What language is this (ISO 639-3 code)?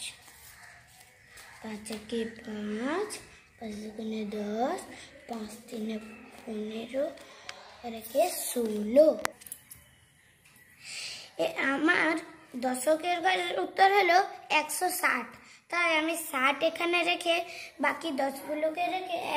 ben